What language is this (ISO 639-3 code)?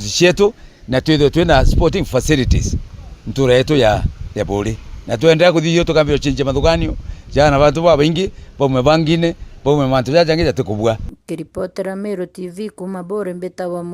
mer